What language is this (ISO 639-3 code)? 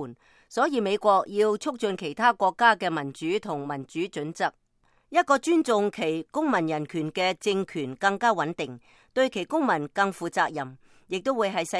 yue